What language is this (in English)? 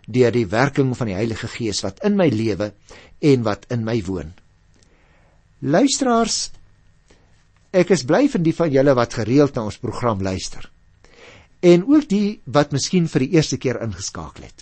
Afrikaans